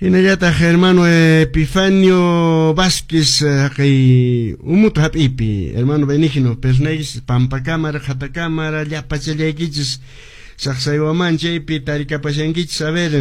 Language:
Quechua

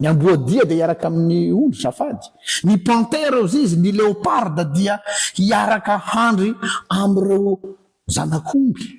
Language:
Malagasy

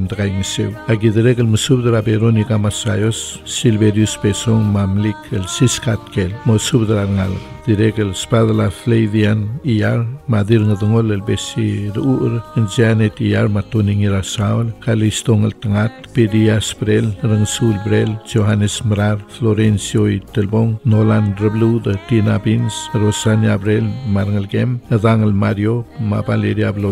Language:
Palauan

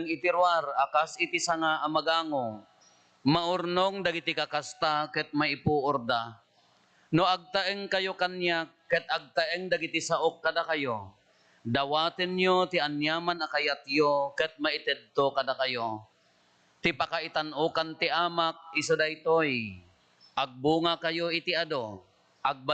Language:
Iloko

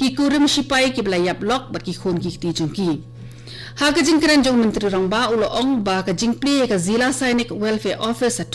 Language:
Khasi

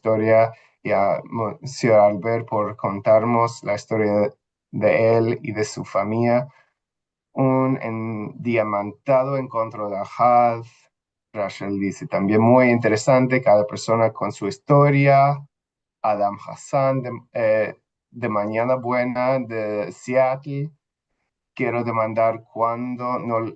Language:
Ladino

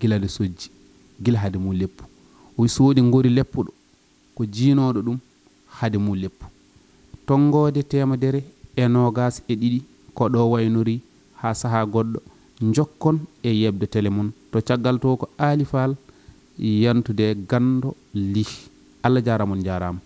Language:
Fula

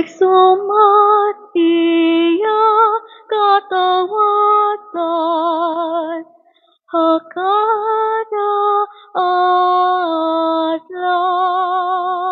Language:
Waray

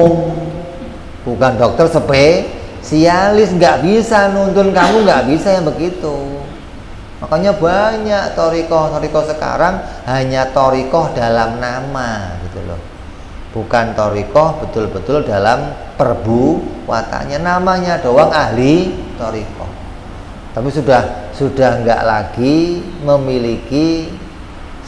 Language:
Indonesian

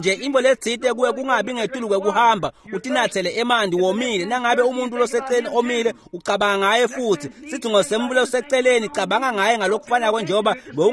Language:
Swati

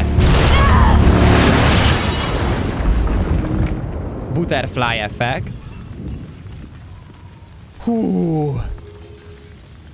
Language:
Hungarian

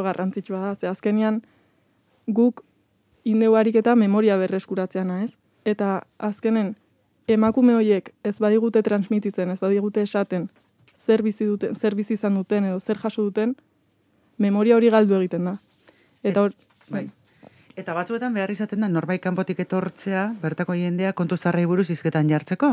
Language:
Basque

